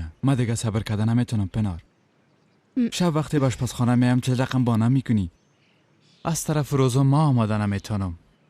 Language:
Persian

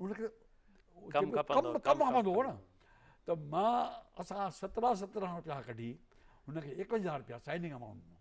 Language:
Sindhi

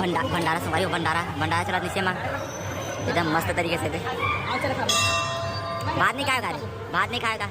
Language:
Chhattisgarhi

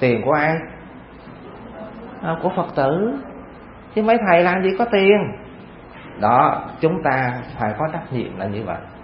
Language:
Vietnamese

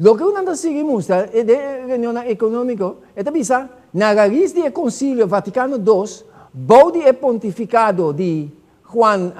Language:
Papiamento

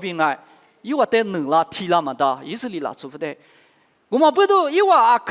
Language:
Lisu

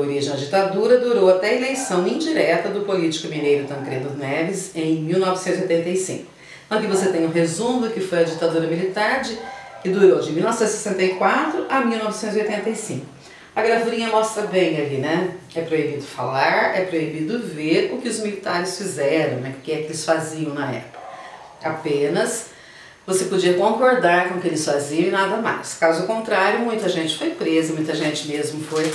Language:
Portuguese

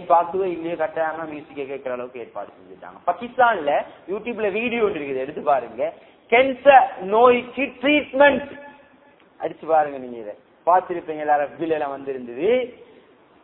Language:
Tamil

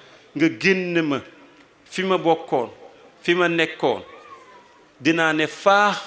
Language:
Wolof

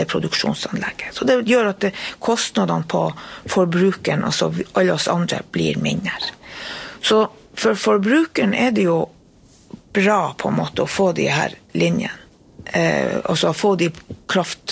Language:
Norwegian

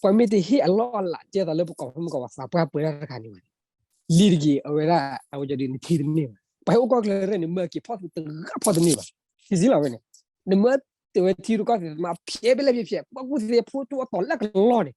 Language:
S'gaw Karen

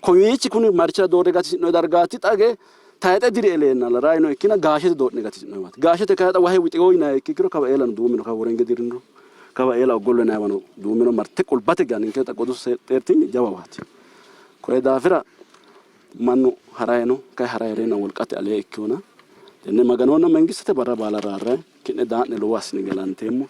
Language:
Sidamo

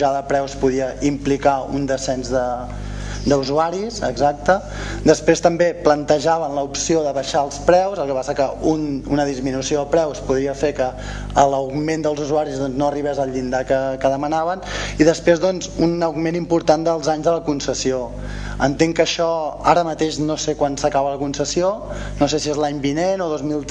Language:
Catalan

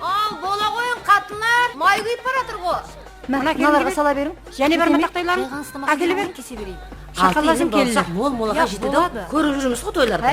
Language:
Kara-Kalpak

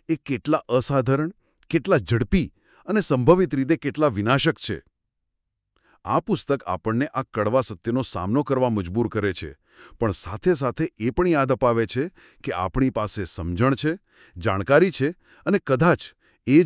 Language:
Gujarati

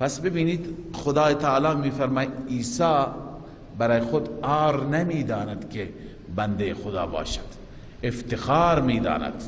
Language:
Persian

